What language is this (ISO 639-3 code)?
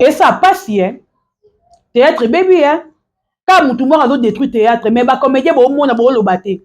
lin